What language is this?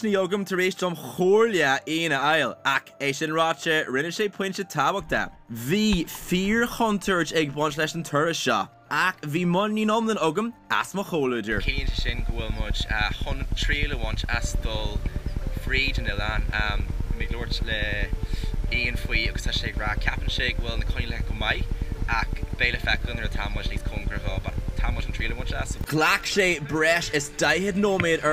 Irish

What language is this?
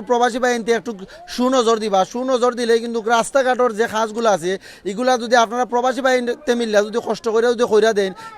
Sylheti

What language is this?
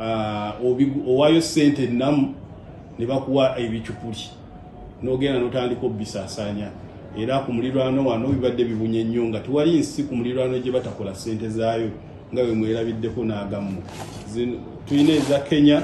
Ganda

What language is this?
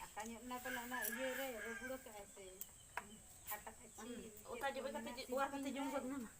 Santali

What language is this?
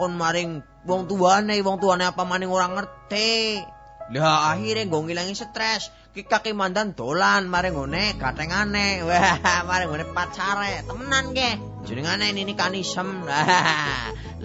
Javanese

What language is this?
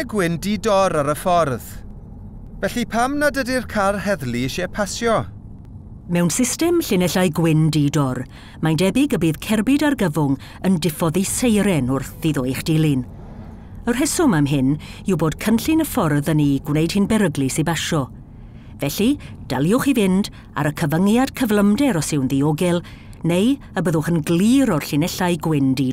Welsh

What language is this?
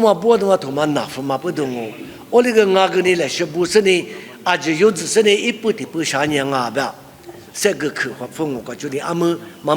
Lisu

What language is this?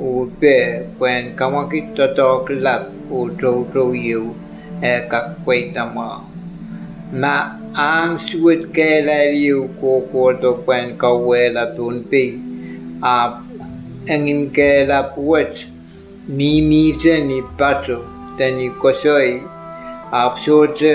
Pohnpeian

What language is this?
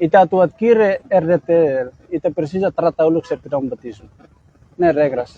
Tetum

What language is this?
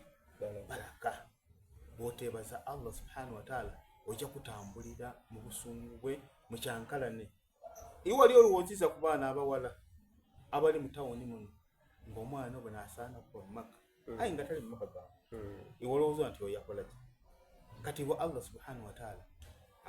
Soga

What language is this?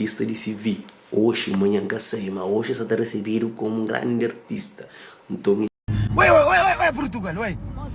Kabuverdianu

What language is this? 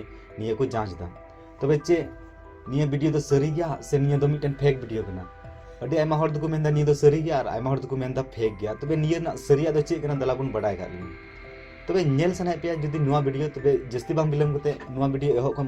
Santali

